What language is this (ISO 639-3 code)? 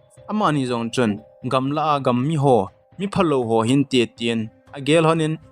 tcz